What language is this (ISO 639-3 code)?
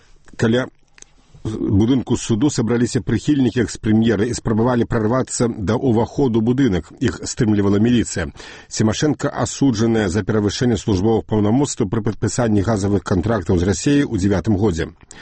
bel